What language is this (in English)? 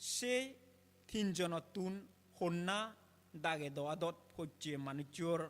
Chakma